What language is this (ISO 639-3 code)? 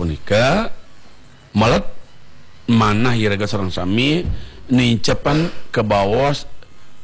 ban